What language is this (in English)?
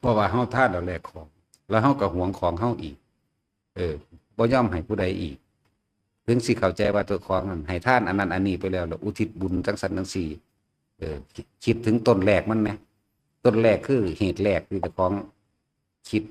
Northeastern Thai